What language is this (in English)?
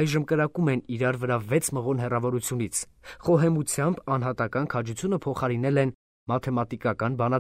Armenian